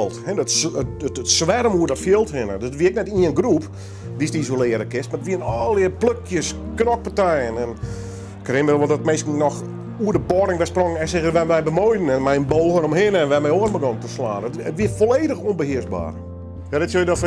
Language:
Western Frisian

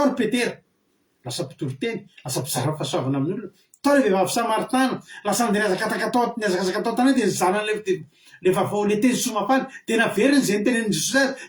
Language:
Malagasy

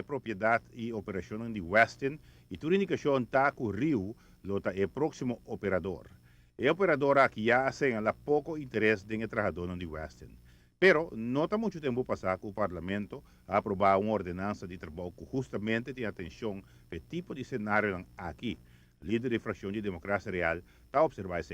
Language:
Papiamento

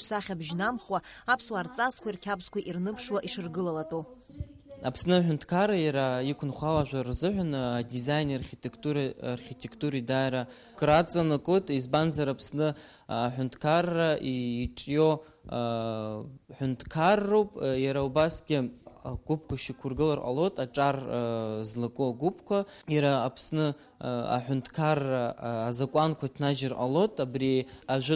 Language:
Abkhazian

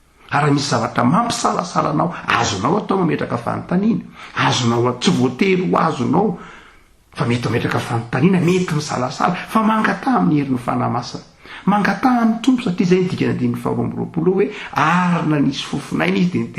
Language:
Malagasy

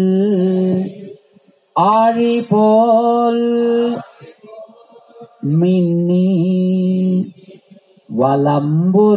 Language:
Telugu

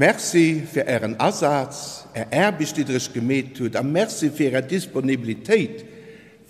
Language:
Luxembourgish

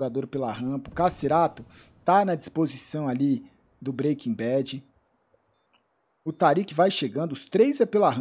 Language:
Portuguese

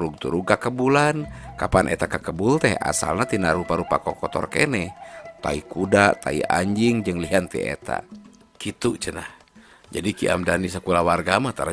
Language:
Sundanese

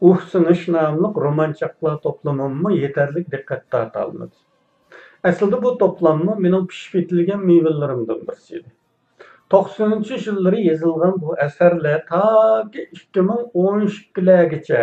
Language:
Uyghur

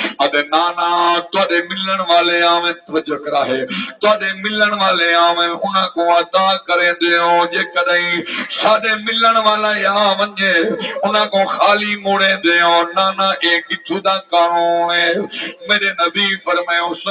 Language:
Saraiki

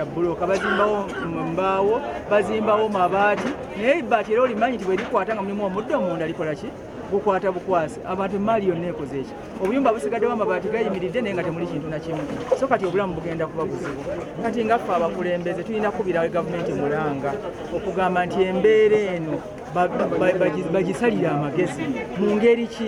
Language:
Ganda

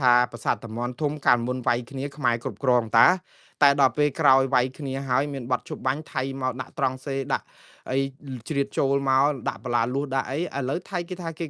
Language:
Khmer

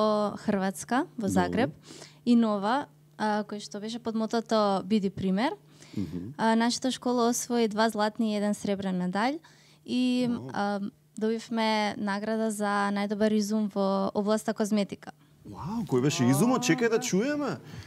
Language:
Macedonian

